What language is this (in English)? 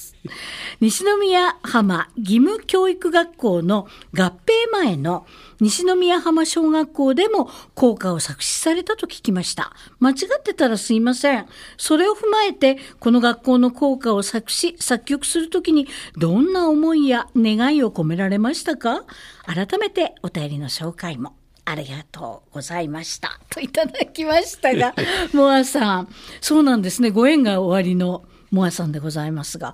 Japanese